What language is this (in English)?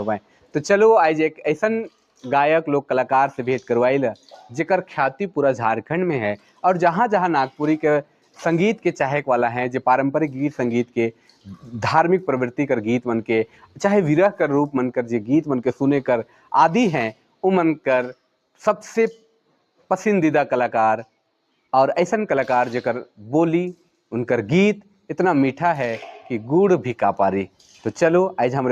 Sadri